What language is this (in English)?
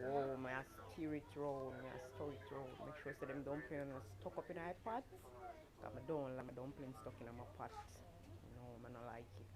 Jamaican Creole English